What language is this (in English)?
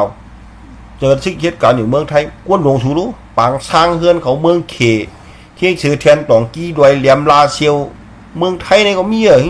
Shan